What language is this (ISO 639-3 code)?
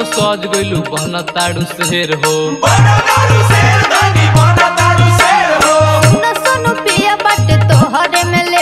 bho